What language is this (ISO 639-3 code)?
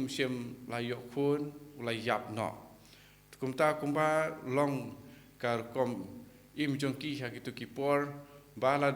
kha